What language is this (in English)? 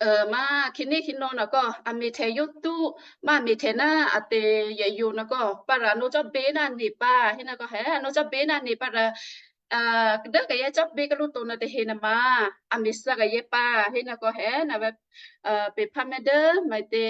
Western Kayah